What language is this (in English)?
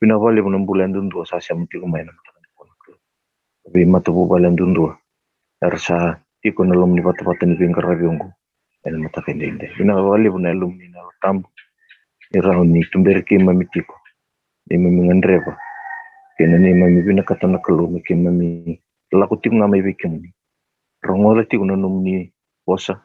Fijian